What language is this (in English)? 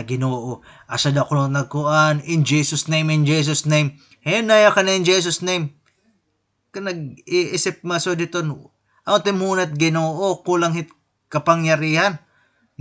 Waray